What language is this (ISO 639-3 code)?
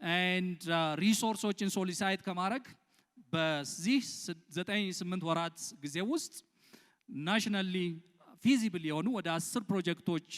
amh